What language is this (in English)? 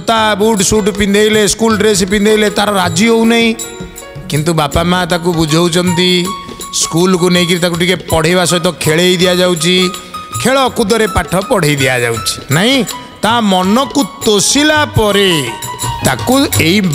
Odia